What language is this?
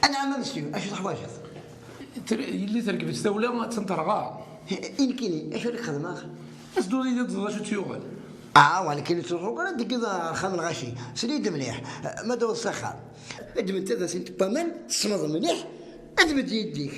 Kabyle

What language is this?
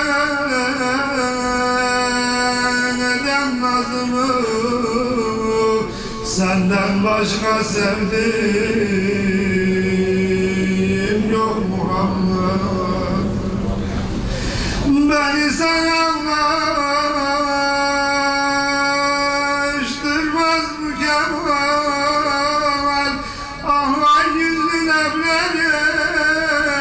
Turkish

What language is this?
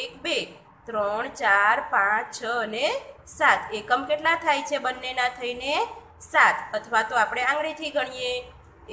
Gujarati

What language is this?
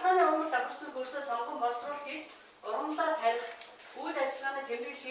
Mongolian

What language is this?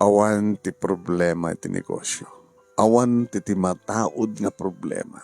Iloko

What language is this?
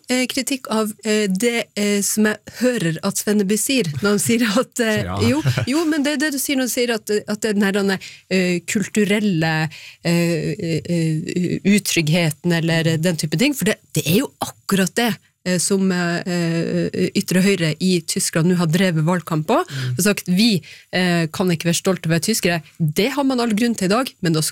Norwegian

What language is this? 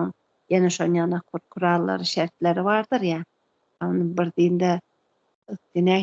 Turkmen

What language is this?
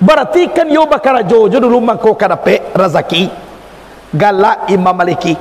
Minangkabau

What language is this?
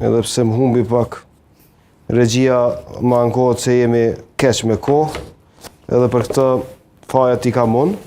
Albanian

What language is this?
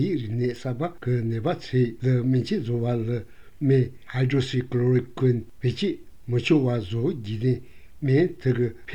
Korean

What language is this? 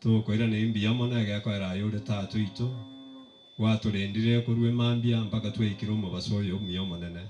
Gusii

